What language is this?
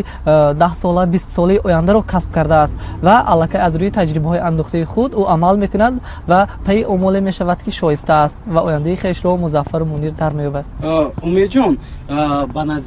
Tajik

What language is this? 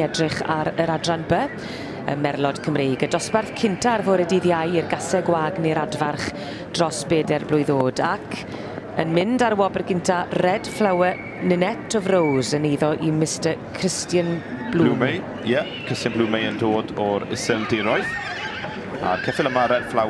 Welsh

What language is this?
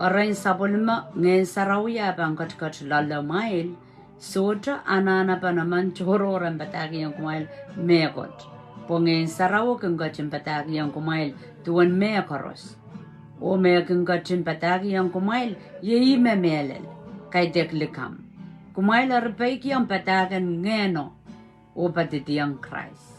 Pohnpeian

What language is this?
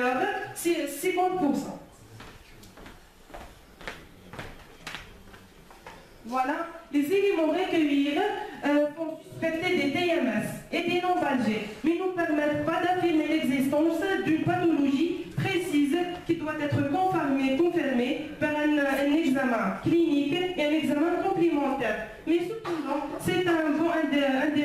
French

